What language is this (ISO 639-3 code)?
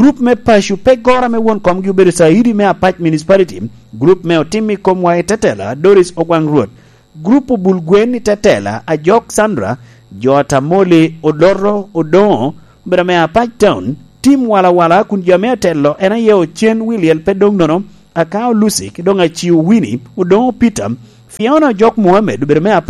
laj